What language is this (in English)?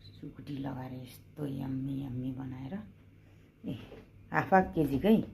Nepali